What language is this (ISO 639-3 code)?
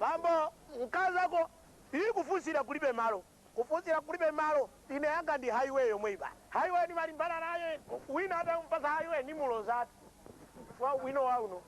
nya